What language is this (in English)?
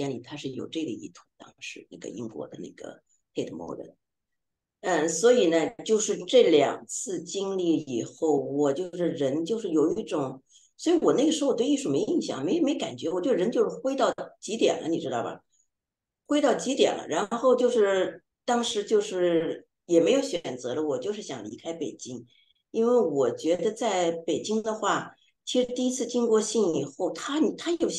Chinese